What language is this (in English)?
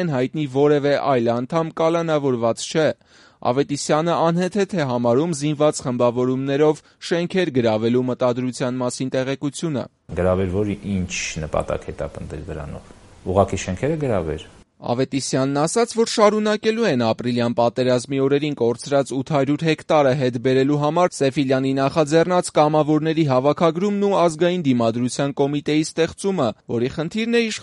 Armenian